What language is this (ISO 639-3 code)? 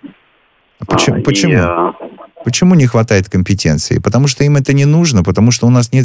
rus